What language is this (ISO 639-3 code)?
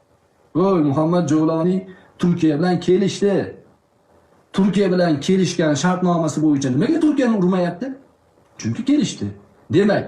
uzb